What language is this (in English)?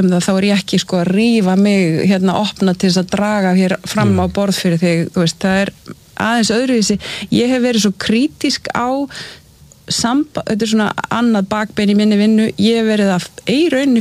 Icelandic